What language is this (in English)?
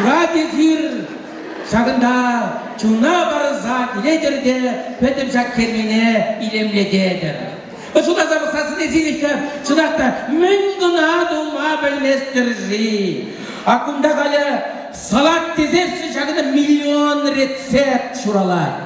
Chuvash